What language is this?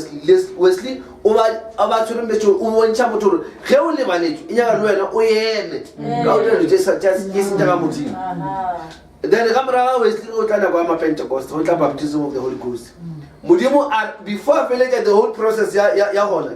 Northern Sotho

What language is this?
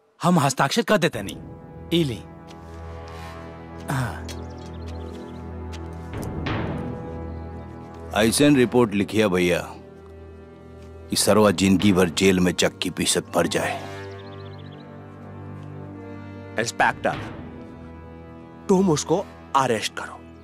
Bhojpuri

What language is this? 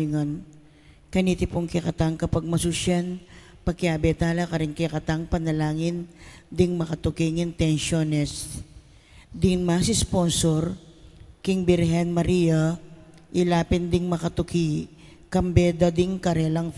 Pampanga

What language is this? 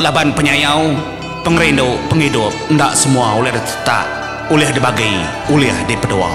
Iban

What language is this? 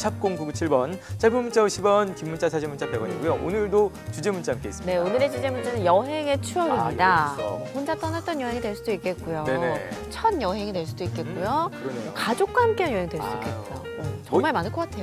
Korean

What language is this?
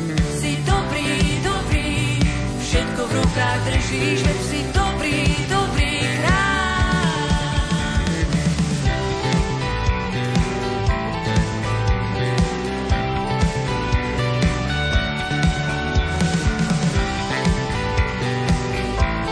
Slovak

